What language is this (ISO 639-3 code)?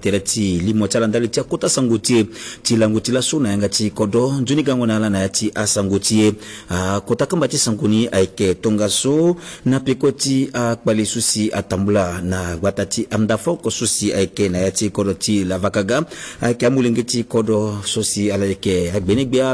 sag